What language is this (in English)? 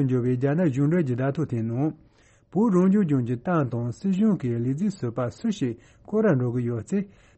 Tibetan